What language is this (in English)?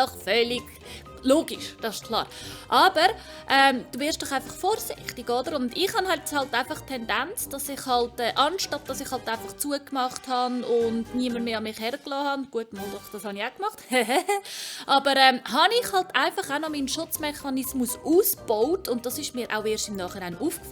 Swiss German